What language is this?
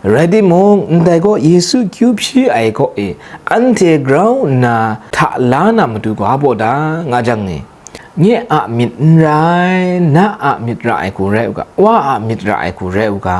Kachin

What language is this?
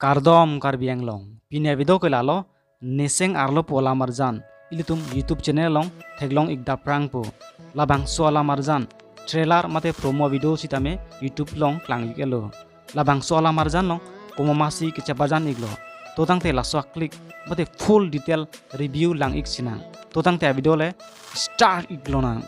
Karbi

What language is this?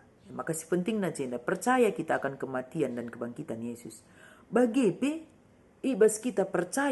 Batak Karo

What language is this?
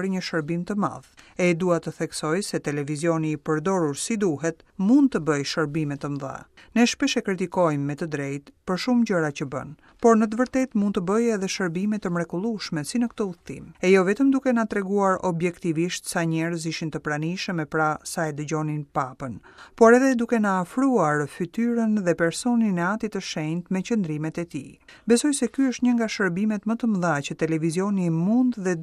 Albanian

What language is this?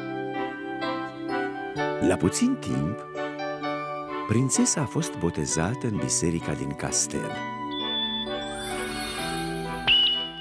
Romanian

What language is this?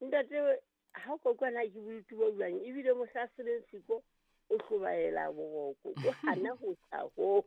Southern Sotho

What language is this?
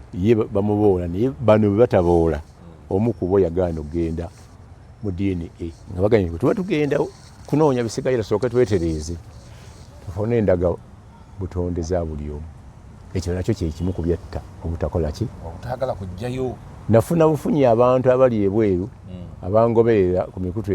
Ganda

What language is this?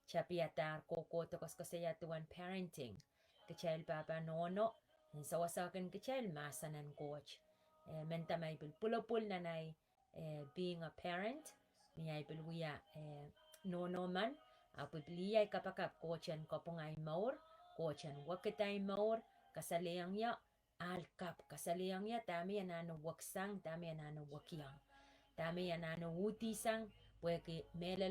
Pohnpeian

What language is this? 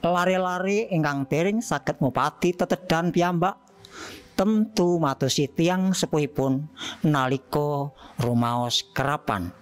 Javanese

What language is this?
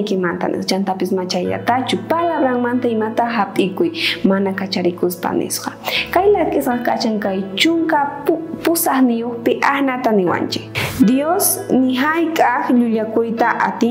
South Bolivian Quechua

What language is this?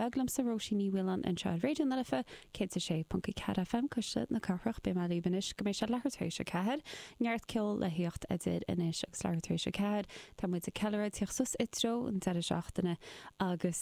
Irish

